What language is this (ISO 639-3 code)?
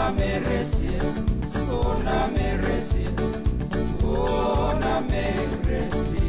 fij